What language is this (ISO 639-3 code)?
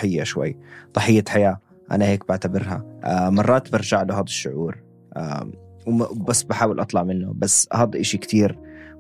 apc